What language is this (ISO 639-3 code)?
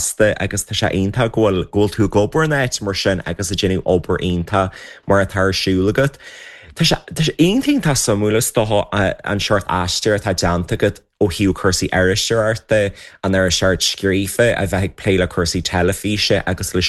gle